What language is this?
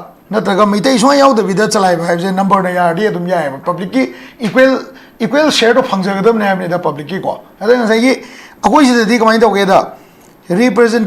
Manipuri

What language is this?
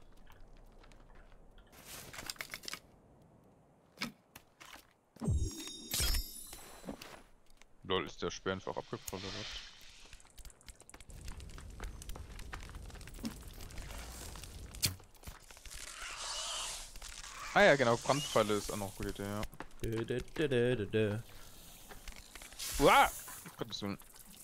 German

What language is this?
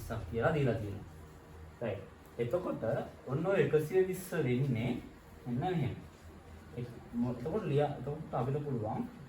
Sinhala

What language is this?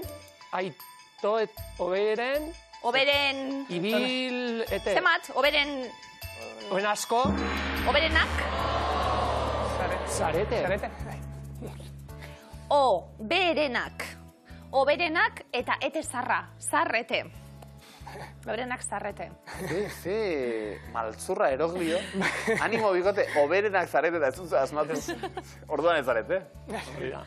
Basque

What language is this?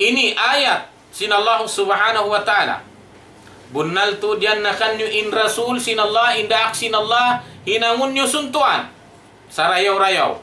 Tausug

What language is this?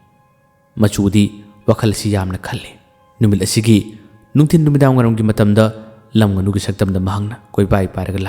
Manipuri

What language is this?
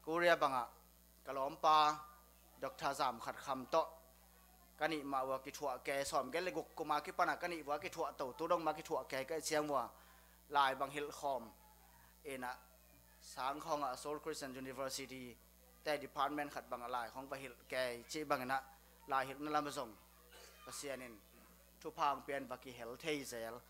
Tedim Chin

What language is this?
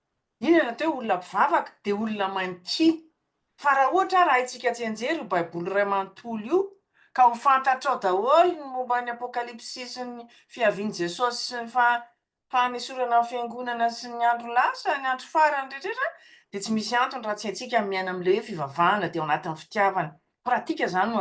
Malagasy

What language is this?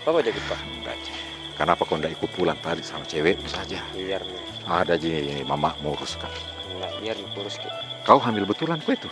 Makassar Malay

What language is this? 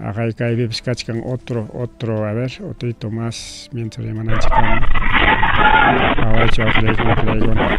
Ayacucho Quechua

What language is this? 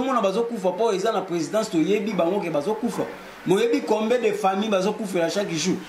Lingala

